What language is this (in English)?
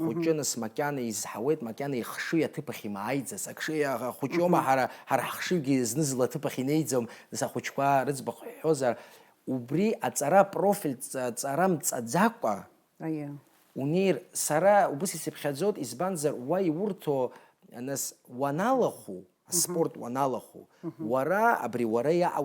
Abkhazian